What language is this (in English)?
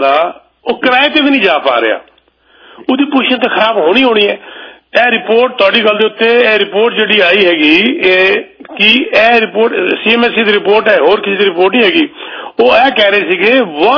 Punjabi